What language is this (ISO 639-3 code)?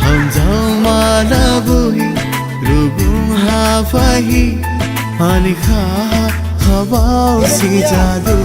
dis